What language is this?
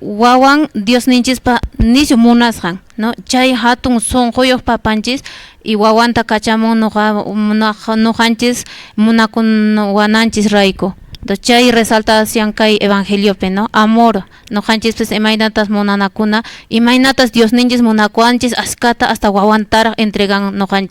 Quechua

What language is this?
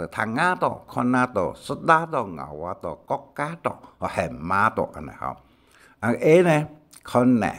Hakka Chinese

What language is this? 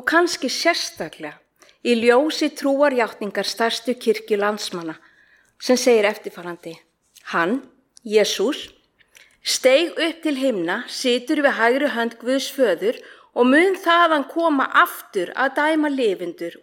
Icelandic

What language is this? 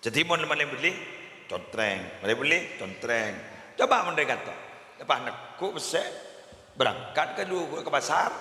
Madurese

